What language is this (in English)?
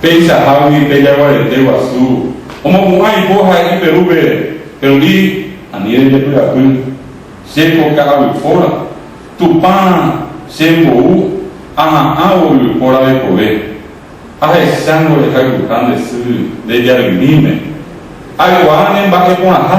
Guarani